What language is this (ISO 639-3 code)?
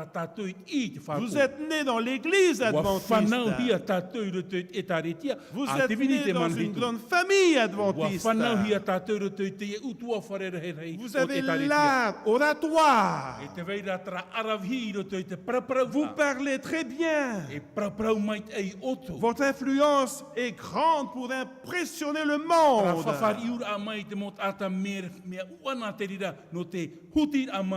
tah